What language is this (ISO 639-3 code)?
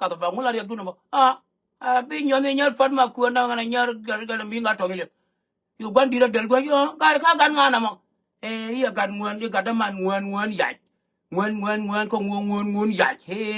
nus